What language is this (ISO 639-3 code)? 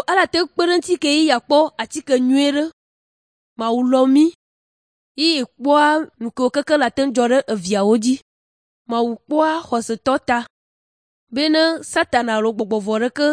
ewe